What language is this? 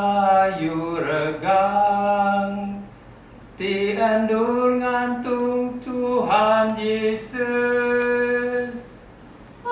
Iban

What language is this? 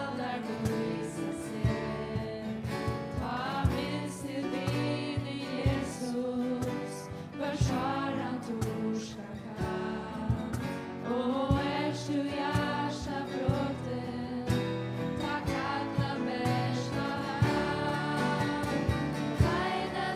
Faroese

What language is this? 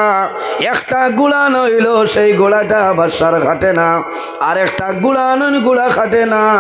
Sylheti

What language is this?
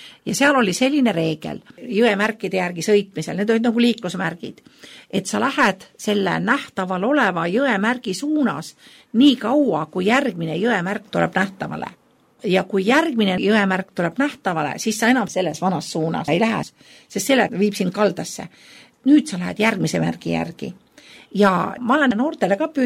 Estonian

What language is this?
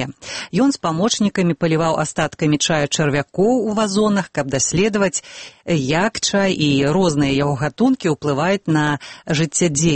Belarusian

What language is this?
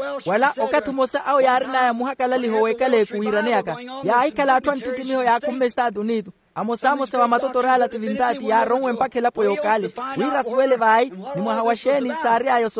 Makhuwa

